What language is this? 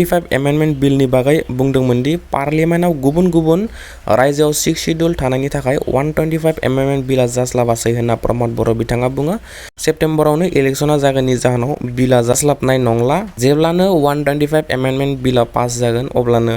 Bodo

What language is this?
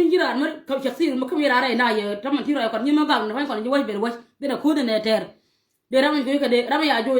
Nuer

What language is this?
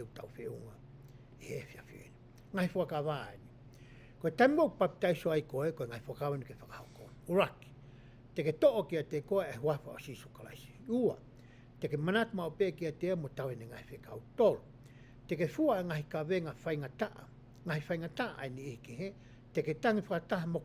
Tongan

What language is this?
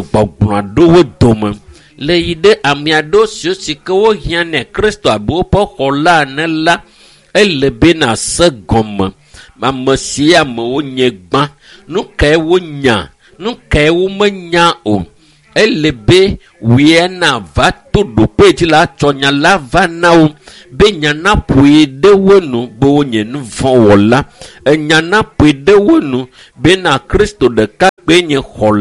Ewe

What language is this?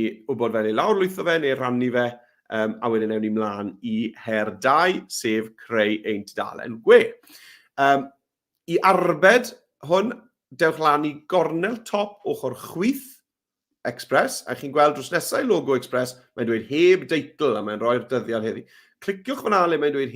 Welsh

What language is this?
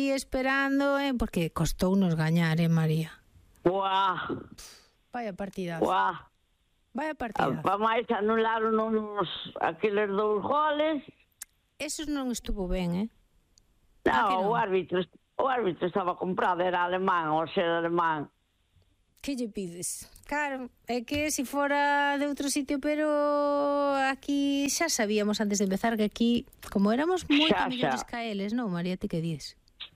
Galician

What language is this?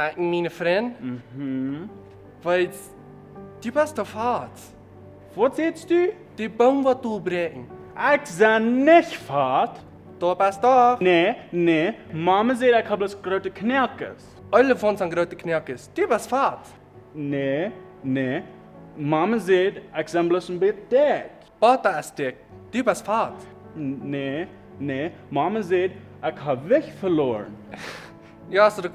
Plautdietsch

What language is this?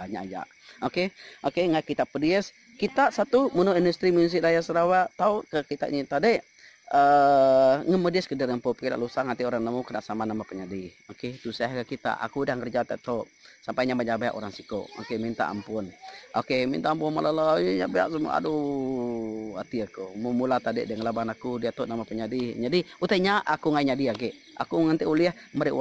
Iban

